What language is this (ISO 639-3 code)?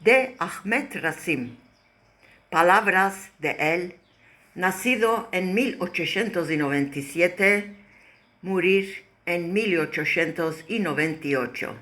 lad